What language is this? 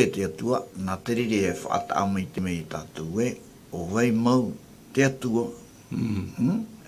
Tahitian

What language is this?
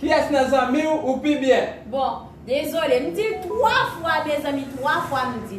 Haitian Creole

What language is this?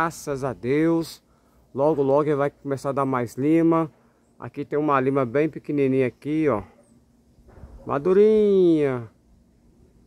Portuguese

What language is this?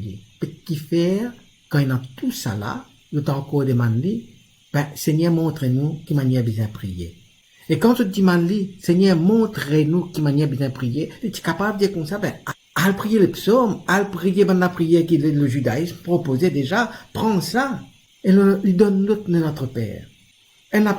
Morisyen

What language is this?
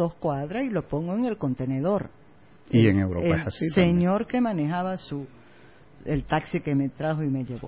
Spanish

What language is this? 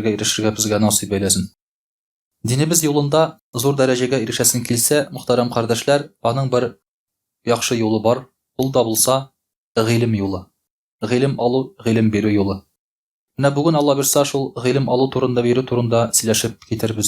Tatar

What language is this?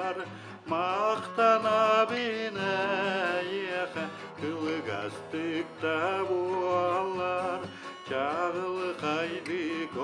Yakut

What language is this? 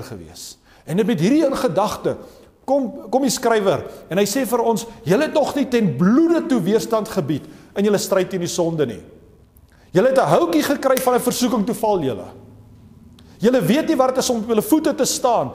Afrikaans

